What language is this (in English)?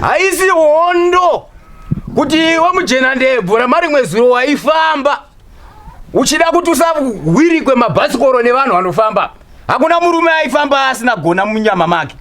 Shona